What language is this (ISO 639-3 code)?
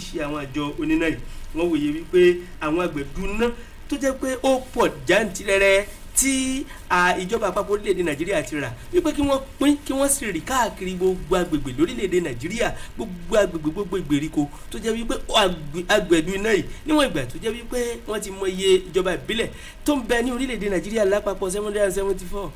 yor